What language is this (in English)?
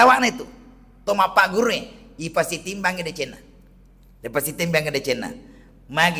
Buginese